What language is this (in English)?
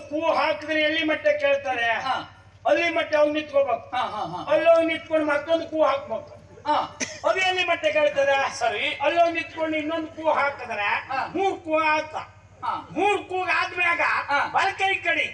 Kannada